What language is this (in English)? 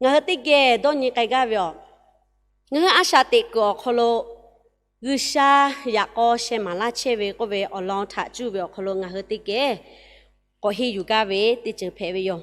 Lahu